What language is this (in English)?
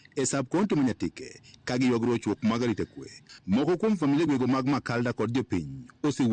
Luo (Kenya and Tanzania)